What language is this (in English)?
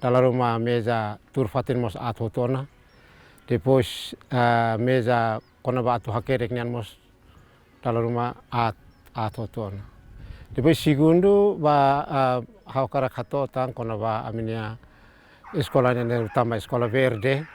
Tetum